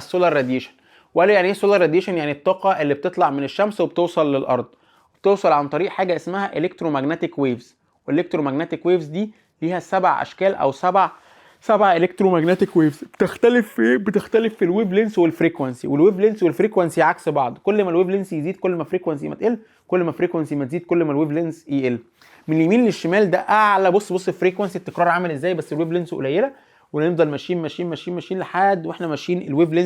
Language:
Egyptian Arabic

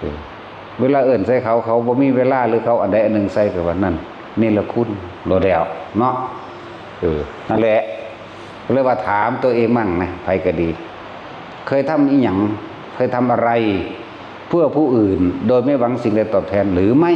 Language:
Northeastern Thai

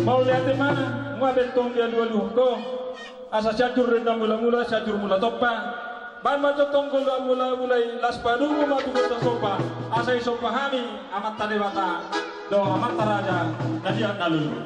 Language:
Batak Toba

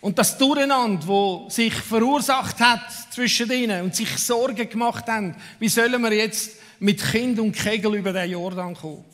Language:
Swiss German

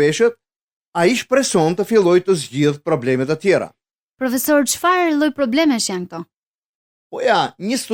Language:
Albanian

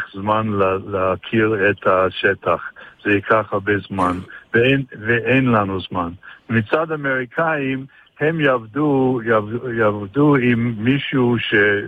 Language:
Hebrew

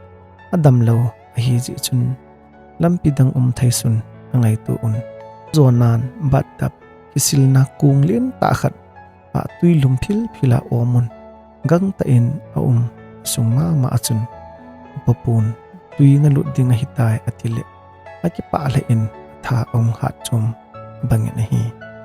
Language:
Thado Chin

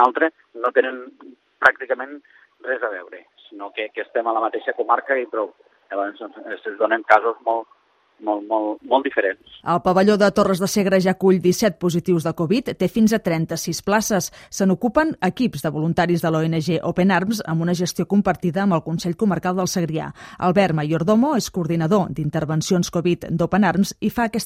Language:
Catalan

